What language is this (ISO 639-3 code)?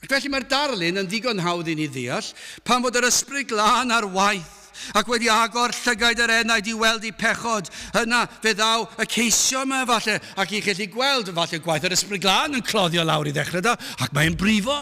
cym